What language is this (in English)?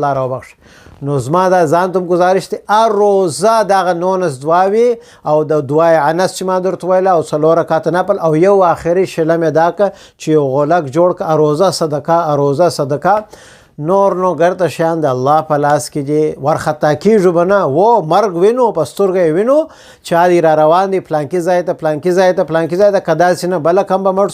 Pashto